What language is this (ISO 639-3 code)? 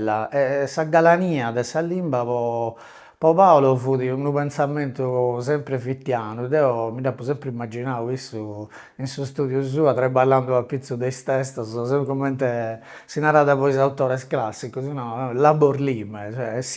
srd